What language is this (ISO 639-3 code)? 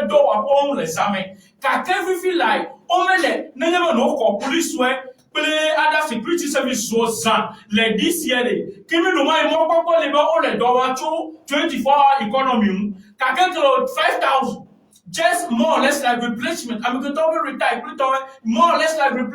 ewe